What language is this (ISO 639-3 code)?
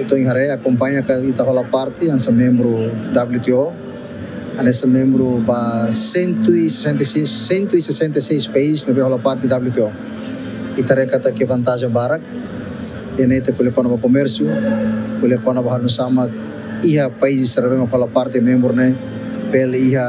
tet